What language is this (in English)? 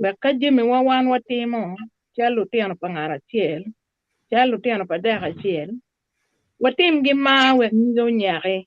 Acoli